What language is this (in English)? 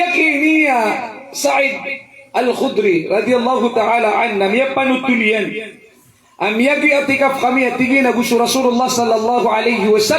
Maranao